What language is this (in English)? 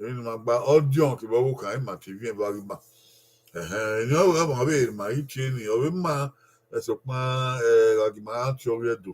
Bini